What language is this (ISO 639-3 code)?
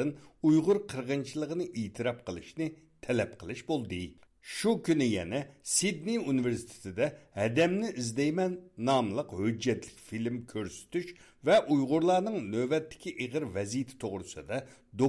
uig